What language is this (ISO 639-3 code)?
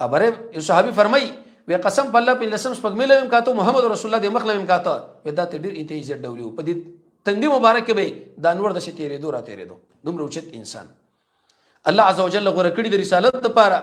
pus